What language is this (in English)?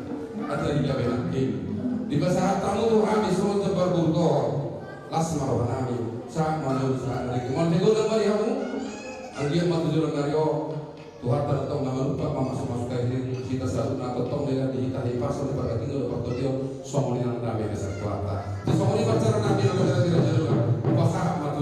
Batak Toba